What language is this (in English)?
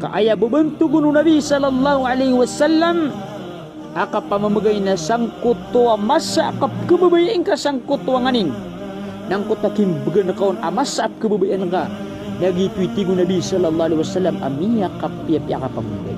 Maranao